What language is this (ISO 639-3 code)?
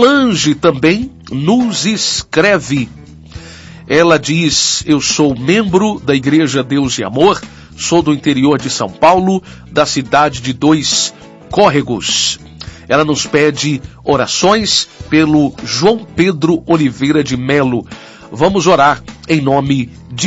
por